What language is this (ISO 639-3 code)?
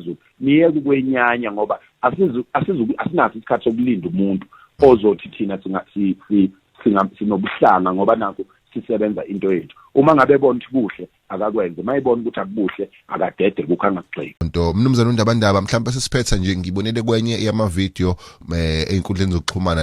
zul